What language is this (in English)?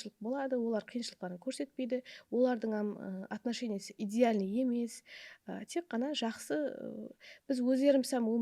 Kara-Kalpak